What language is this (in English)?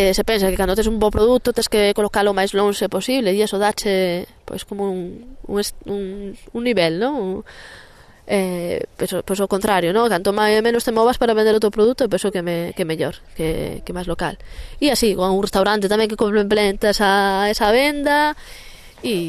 Galician